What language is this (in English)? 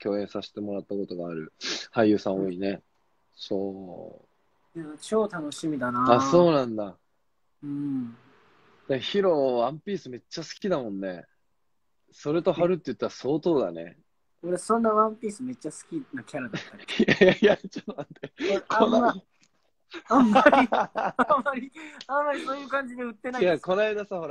Japanese